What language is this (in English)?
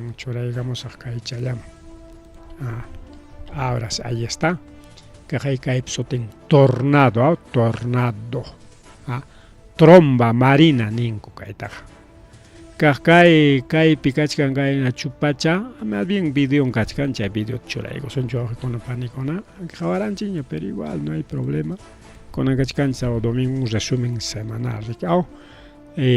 Ayacucho Quechua